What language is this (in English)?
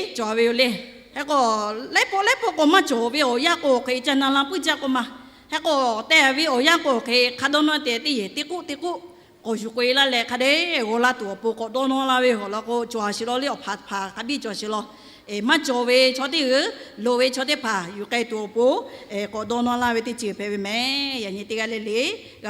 Lahu